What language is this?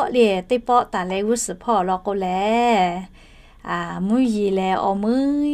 Lahu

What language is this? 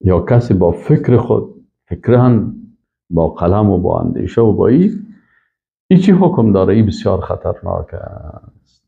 Persian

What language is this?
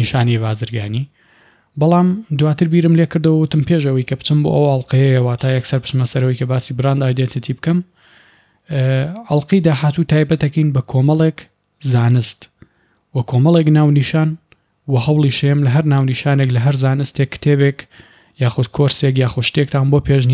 Central Kurdish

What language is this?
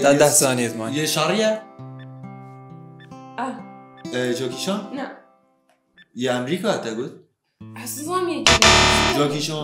Persian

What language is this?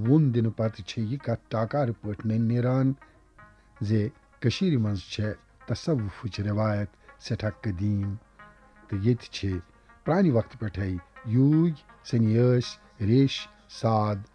Kashmiri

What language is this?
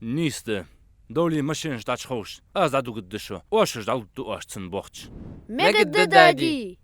Ingush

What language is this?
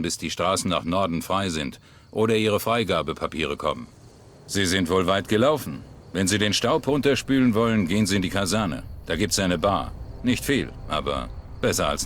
Bavarian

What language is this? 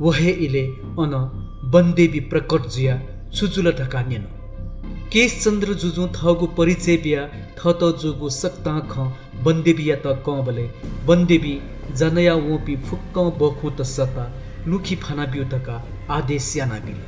Newari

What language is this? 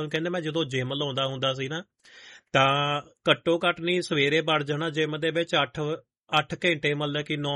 Punjabi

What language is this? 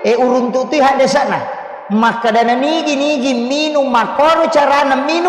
Buginese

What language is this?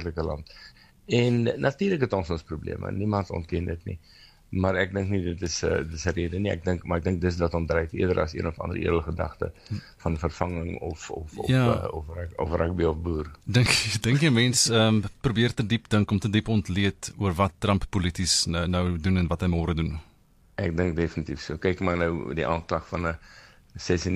Afrikaans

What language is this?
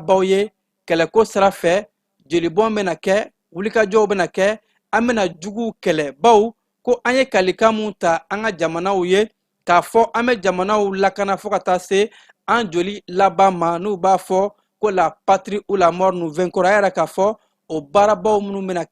Bambara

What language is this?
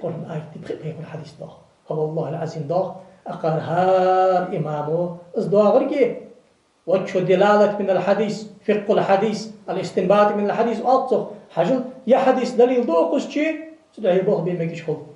Ingush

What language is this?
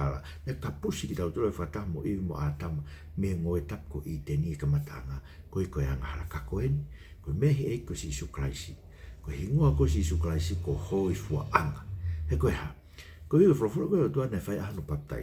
Tongan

